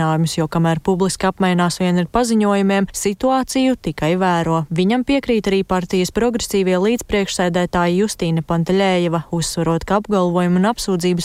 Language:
Latvian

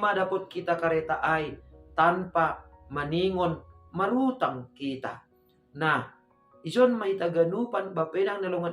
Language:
Batak Simalungun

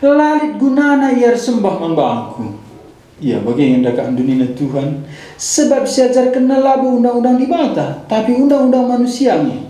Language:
Batak Karo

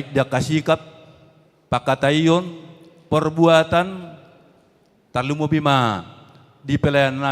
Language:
Batak Toba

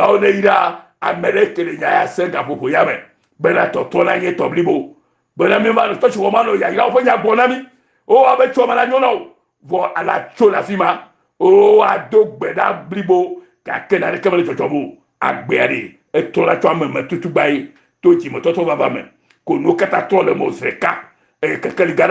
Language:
Ewe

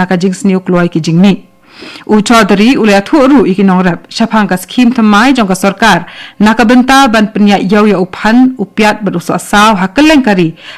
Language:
Khasi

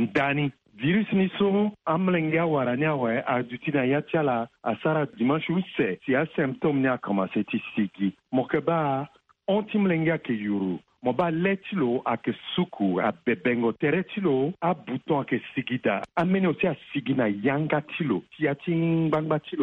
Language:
Sango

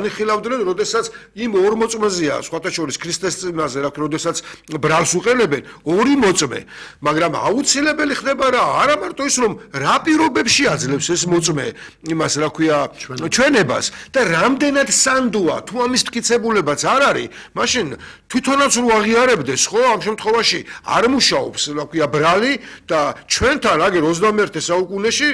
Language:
Georgian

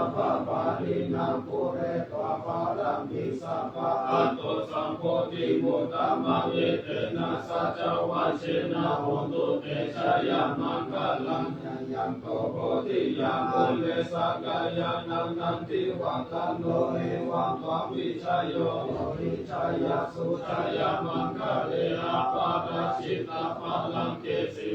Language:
Pali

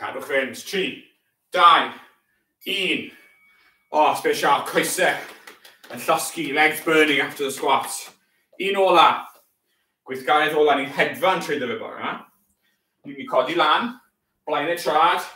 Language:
Welsh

